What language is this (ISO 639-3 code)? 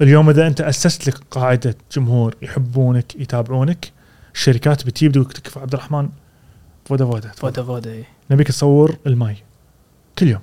afb